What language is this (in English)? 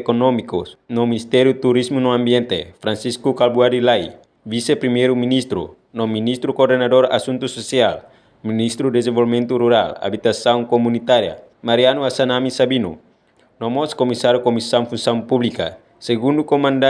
Tetum